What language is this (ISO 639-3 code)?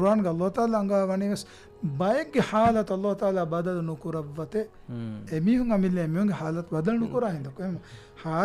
div